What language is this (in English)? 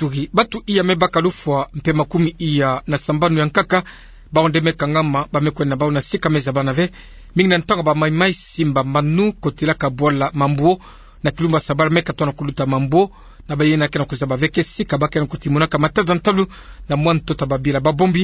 Kituba (Democratic Republic of Congo)